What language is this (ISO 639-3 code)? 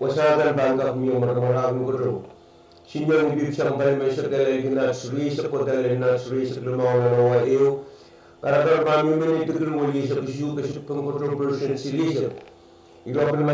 pon